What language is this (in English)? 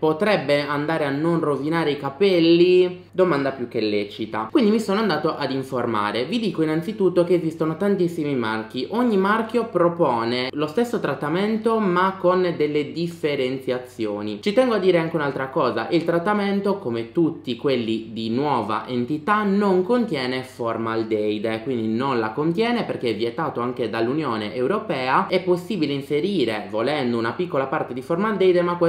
Italian